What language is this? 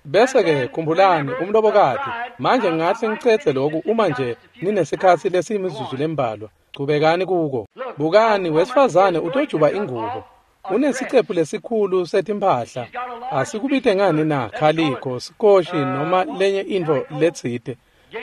Swati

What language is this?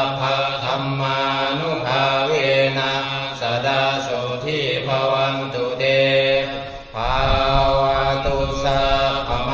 Pali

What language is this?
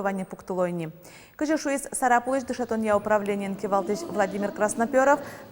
Udmurt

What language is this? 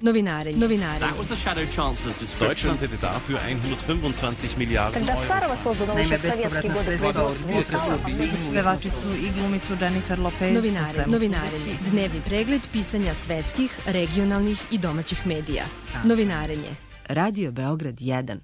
Serbian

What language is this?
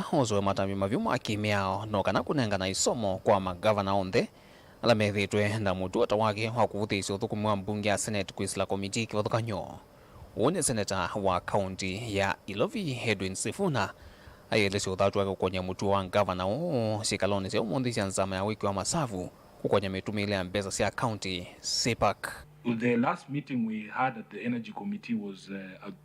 Kamba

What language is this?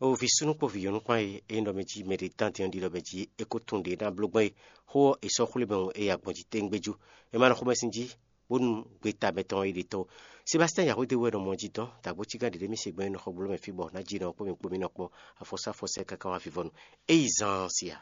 Fon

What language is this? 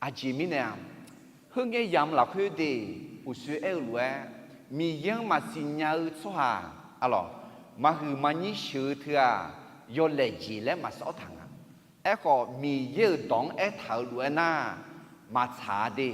Akha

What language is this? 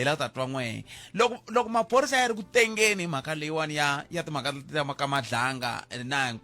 Tsonga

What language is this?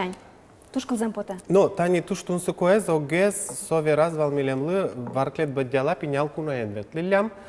Udmurt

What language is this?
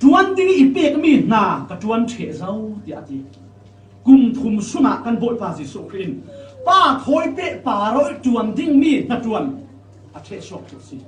Falam Chin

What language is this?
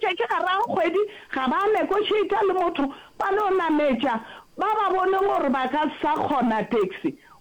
Northern Sotho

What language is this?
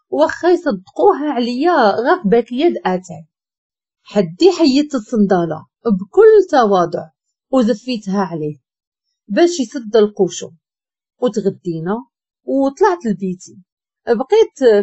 Moroccan Arabic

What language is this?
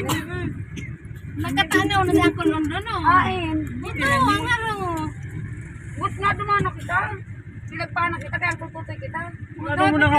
Bikol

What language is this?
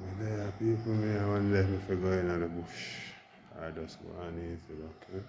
Jamaican Creole English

